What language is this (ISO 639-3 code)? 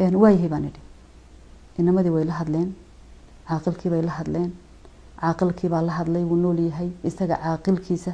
som